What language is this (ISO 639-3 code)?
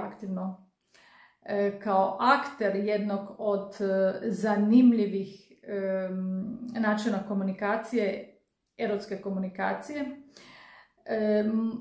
hrv